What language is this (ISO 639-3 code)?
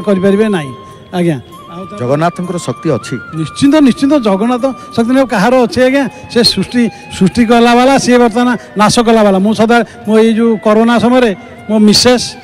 ori